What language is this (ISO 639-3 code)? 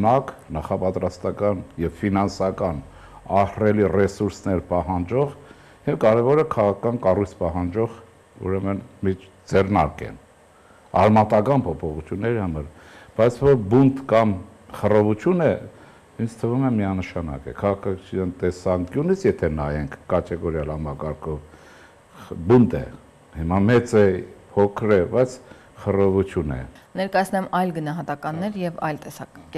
hye